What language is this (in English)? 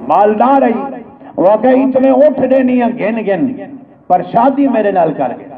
Saraiki